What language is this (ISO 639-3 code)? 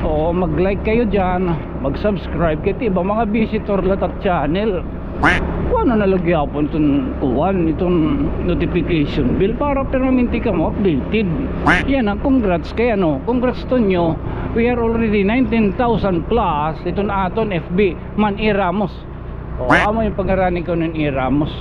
war